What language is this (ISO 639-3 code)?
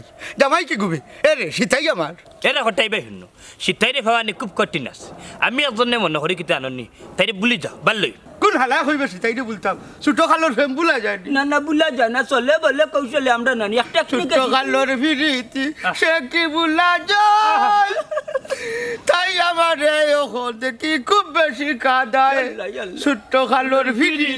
syl